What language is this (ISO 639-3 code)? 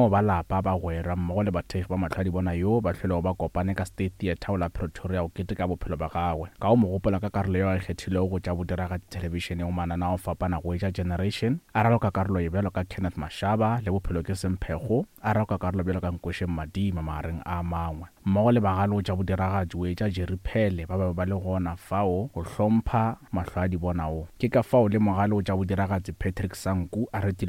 nso